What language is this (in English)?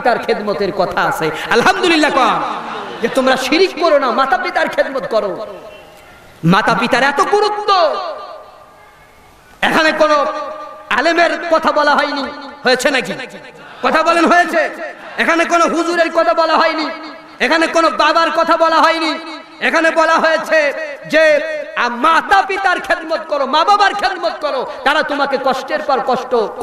Bangla